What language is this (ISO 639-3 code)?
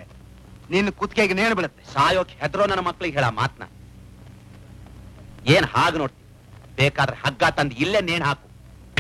kan